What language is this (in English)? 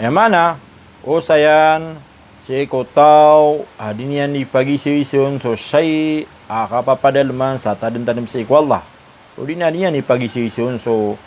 Maranao